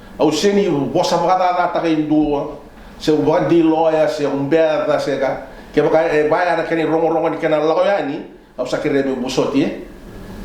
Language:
Fijian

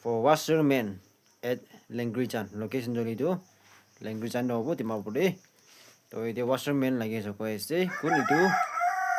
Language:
Naga Pidgin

